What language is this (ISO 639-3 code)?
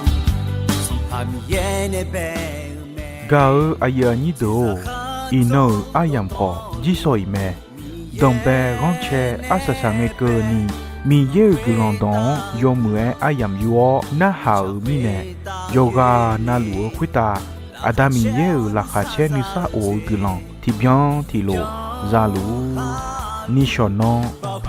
ahk